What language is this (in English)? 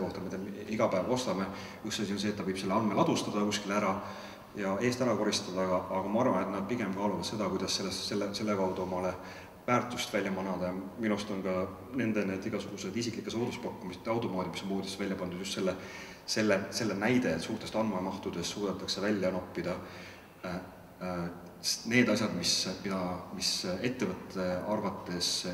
Estonian